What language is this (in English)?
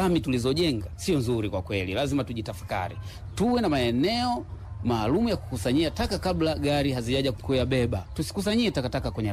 Swahili